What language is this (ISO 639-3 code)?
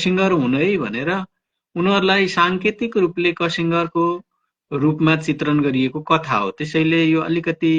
nep